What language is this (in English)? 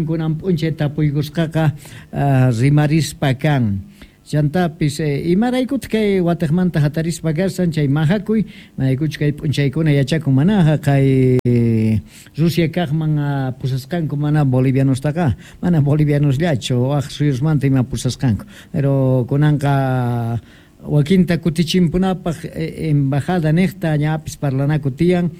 Quechua